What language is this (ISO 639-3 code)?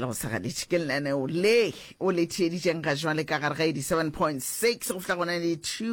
nso